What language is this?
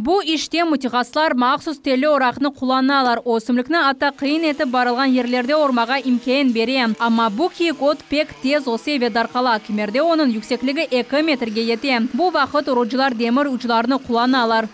Crimean Tatar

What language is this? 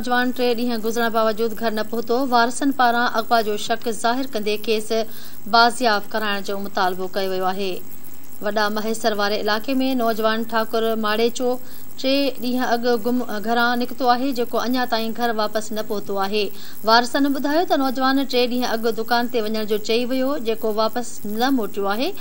Sindhi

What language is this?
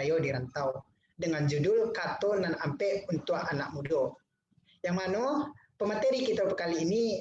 Minangkabau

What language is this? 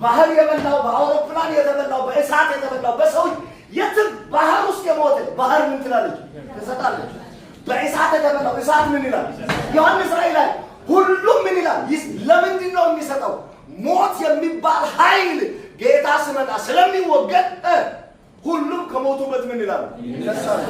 Amharic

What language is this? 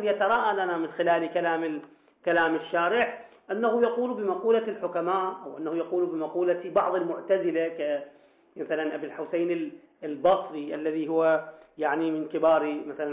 Arabic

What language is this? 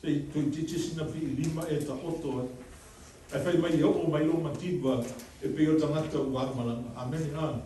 Samoan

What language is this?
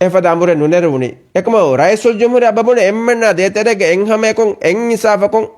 Divehi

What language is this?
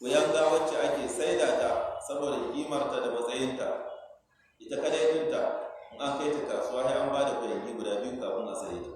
Hausa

